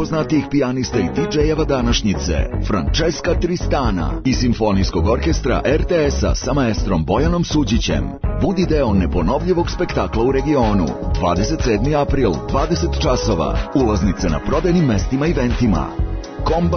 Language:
Serbian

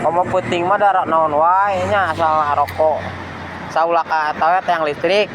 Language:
Sundanese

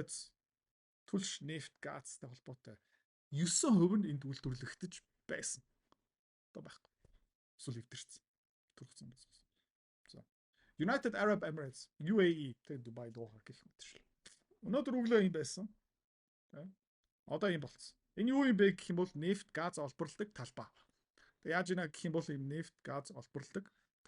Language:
Mongolian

